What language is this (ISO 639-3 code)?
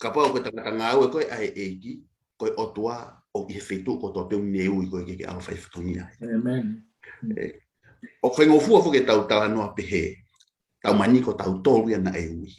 ton